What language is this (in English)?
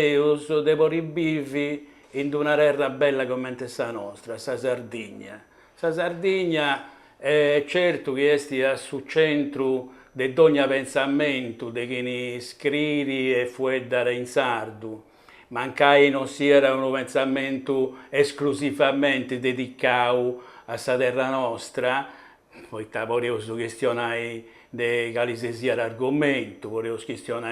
Sardinian